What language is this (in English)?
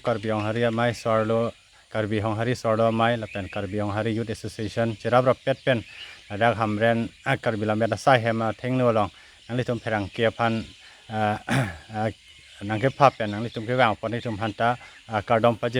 Karbi